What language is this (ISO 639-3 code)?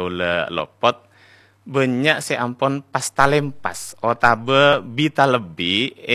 mad